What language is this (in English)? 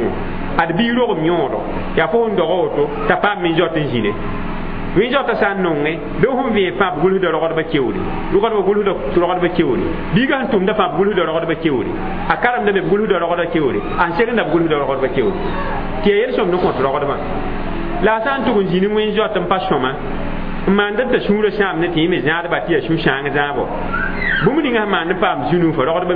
Mossi